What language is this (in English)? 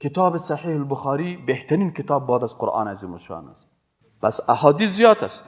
Persian